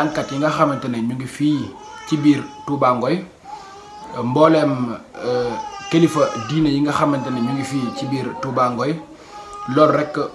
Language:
Wolof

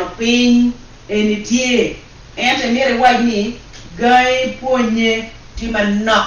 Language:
Acoli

